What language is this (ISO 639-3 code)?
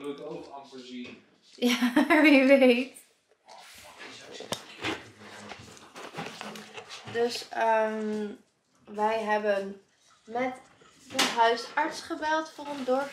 nld